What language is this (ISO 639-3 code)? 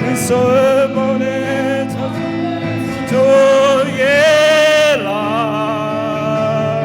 ahk